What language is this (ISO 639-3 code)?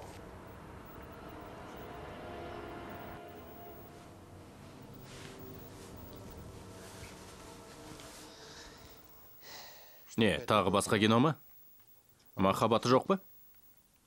kaz